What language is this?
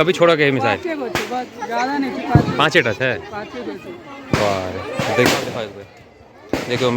Maithili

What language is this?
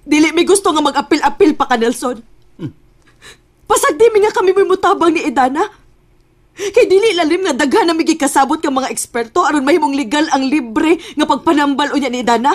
Cebuano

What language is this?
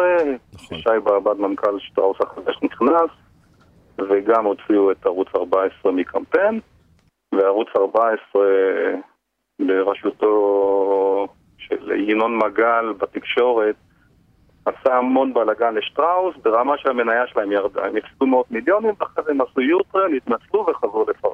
Hebrew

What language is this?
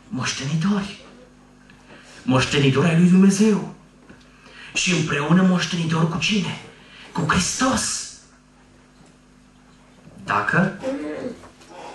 Romanian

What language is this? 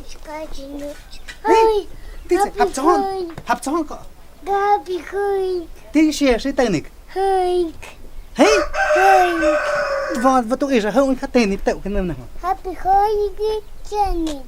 Totontepec Mixe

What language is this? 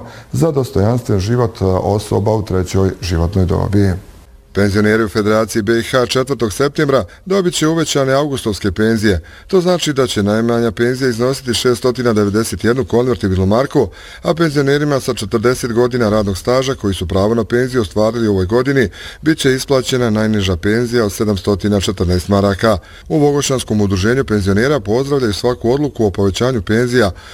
Bosnian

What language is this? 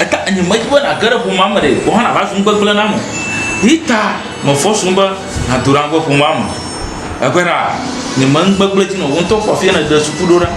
Ewe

